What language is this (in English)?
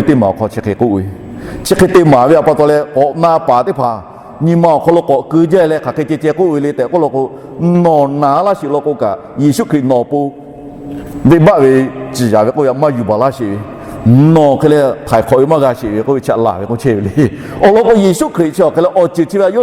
Lahu